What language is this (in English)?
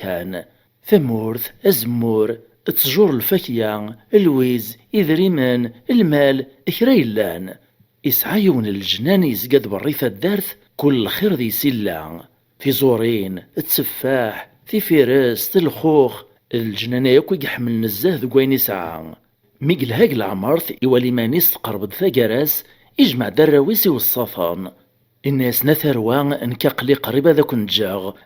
Kabyle